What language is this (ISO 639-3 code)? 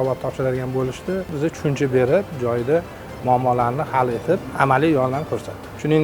uzb